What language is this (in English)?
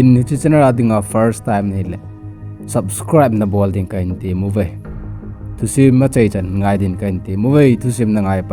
Thado Chin